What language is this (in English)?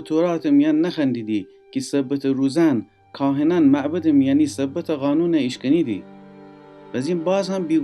Gilaki